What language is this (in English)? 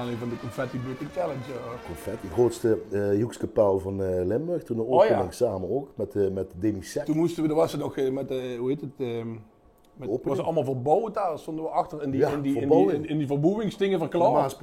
Limburgish